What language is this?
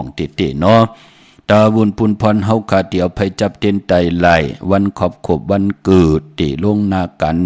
Shan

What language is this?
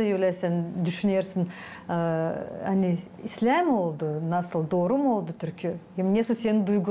Gagauz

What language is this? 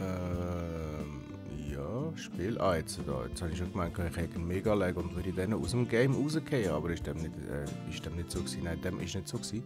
Swiss German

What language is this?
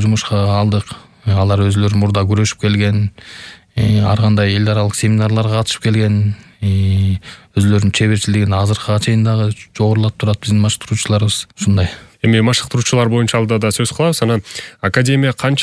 Kyrgyz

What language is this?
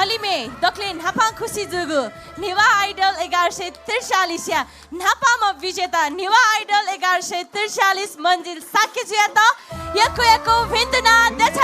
Newari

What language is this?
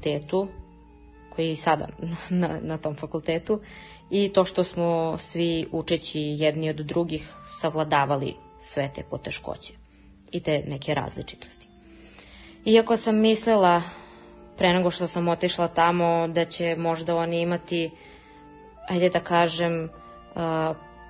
Serbian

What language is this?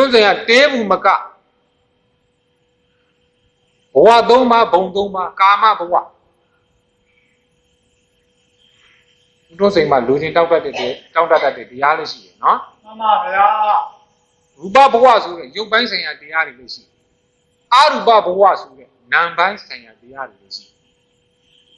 Burmese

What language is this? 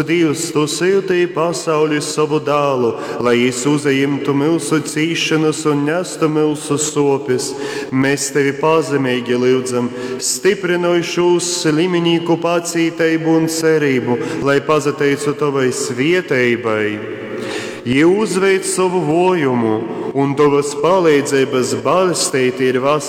Latgalian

